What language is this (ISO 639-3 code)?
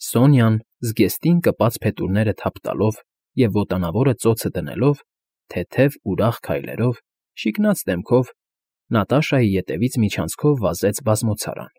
hye